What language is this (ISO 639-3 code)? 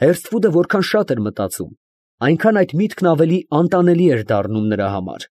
hye